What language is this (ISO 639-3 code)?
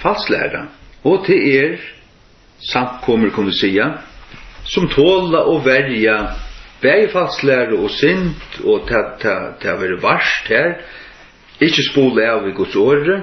fao